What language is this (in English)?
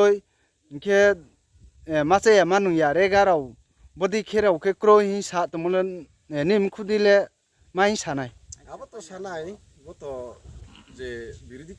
Riang (India)